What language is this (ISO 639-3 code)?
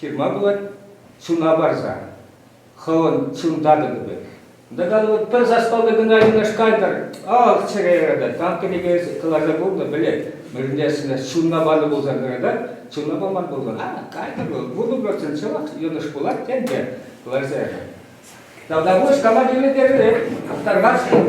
chv